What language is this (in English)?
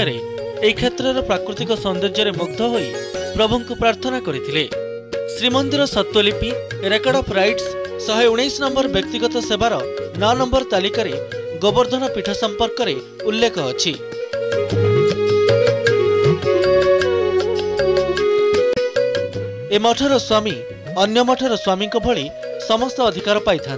Odia